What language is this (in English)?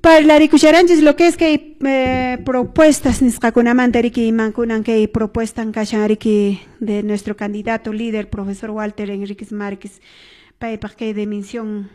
Quechua